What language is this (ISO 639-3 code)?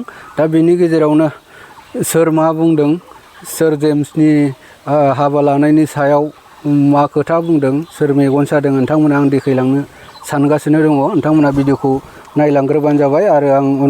brx